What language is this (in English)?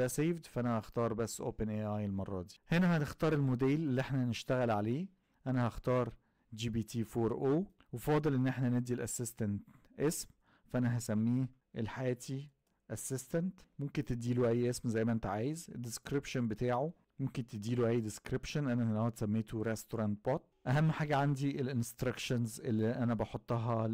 Egyptian Arabic